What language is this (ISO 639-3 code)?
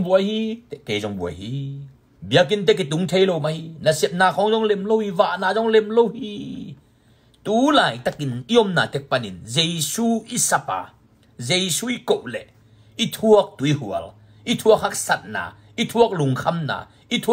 ctd